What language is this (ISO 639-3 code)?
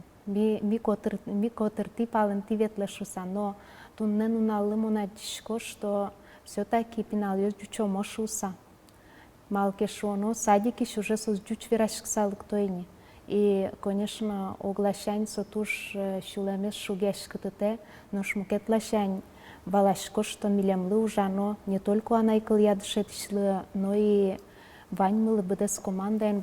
udm